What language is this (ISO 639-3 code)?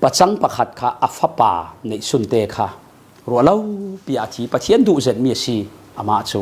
cfm